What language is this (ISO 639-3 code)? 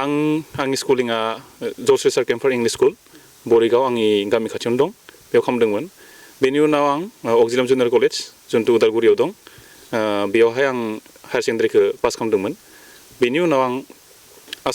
brx